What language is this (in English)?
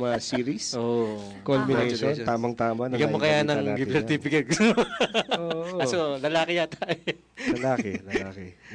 Filipino